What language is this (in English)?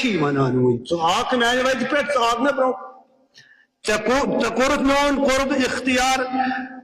Kashmiri